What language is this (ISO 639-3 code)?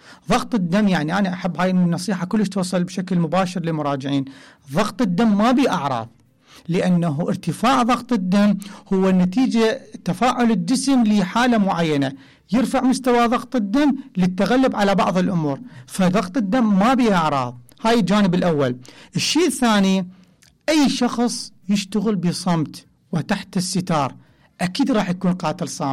acm